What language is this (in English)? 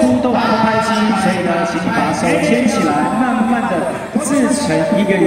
Chinese